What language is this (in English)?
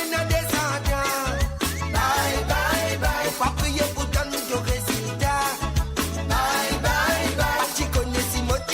Morisyen